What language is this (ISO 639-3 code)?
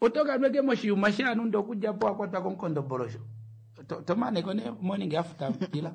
kua